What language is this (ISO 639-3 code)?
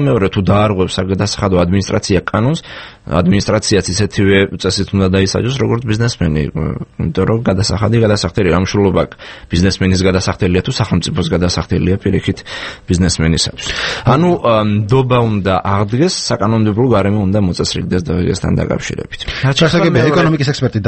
kat